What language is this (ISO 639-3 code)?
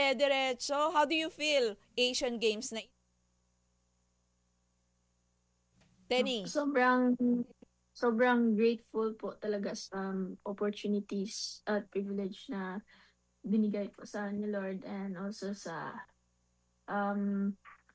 fil